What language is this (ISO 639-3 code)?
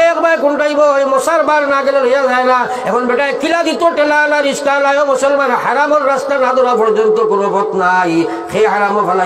syl